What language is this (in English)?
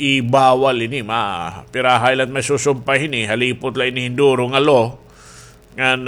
Waray